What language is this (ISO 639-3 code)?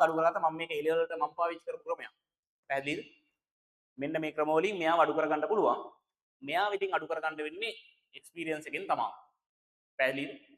sin